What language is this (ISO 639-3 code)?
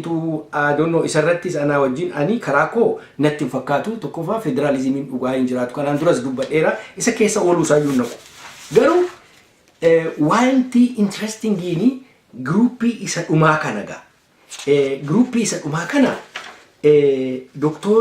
orm